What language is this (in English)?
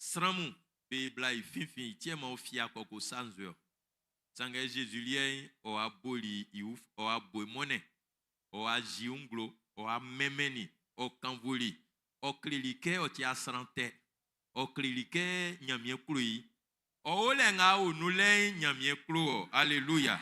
Baoulé